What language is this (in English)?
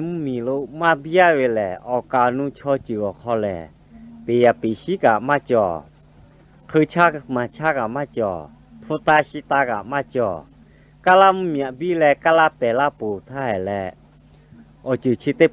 Lahu